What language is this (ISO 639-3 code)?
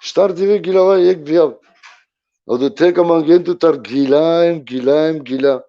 rmn